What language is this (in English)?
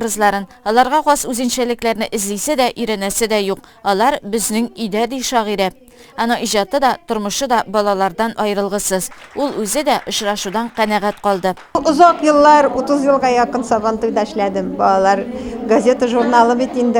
Tatar